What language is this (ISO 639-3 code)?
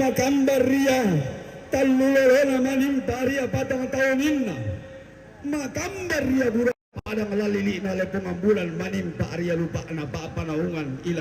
sda